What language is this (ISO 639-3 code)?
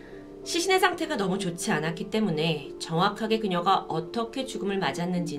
kor